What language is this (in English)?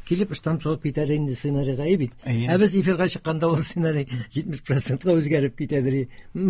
Tatar